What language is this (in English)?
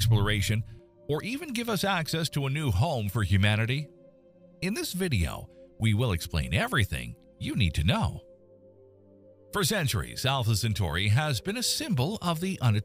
English